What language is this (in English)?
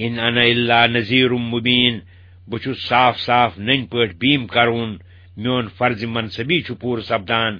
Kashmiri